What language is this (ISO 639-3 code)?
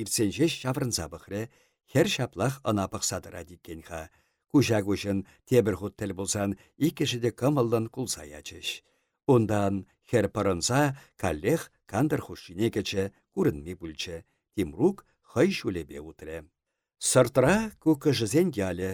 chv